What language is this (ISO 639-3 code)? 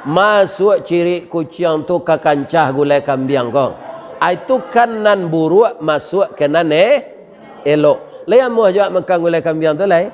min